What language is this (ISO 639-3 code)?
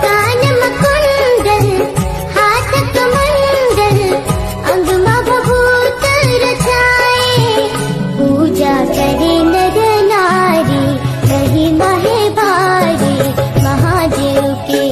hne